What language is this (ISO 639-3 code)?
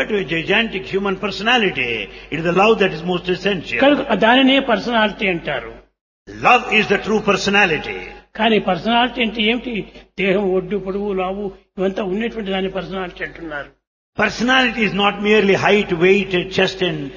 tel